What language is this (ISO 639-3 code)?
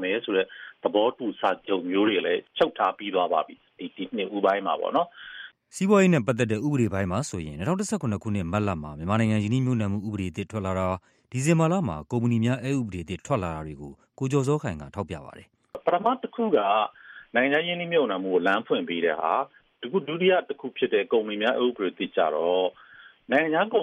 mya